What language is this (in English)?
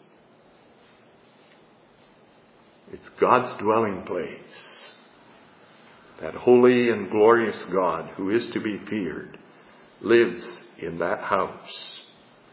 English